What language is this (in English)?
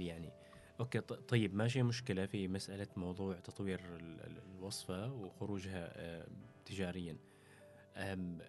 Gulf Arabic